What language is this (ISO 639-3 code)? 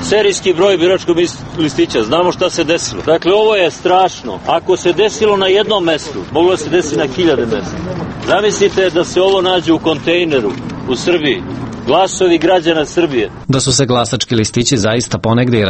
srp